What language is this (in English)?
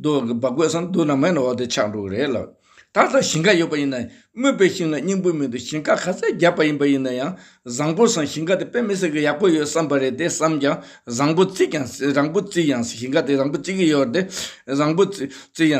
Tibetan